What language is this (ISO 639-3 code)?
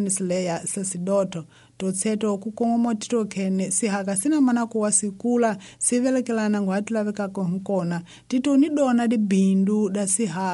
tso